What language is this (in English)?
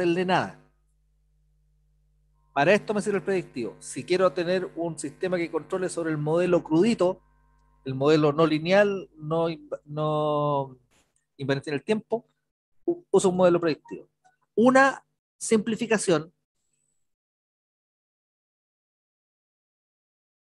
Spanish